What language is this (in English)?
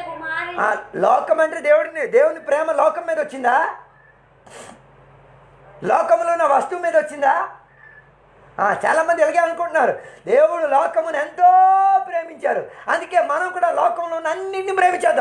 Telugu